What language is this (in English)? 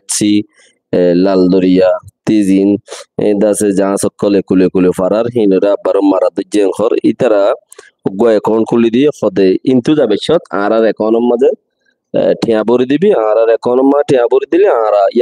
Rohingya